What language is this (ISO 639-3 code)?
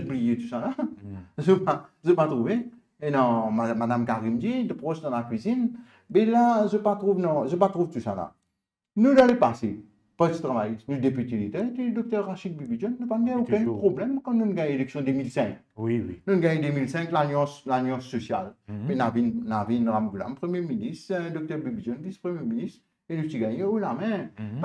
mfe